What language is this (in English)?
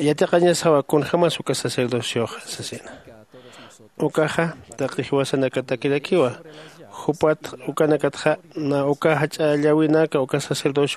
Aymara